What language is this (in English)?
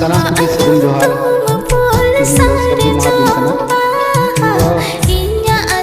Santali